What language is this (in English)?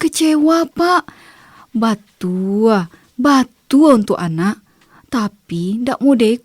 Minangkabau